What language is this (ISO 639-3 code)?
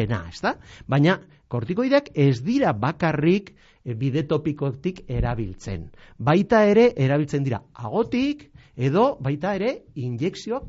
eus